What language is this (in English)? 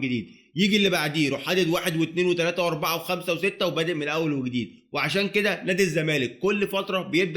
Egyptian Arabic